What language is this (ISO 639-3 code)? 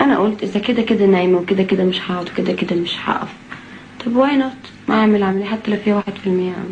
arz